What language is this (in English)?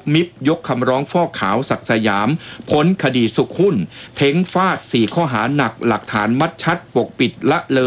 Thai